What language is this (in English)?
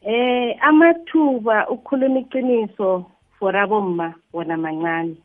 South Ndebele